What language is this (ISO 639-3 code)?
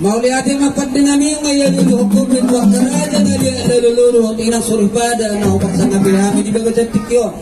bbc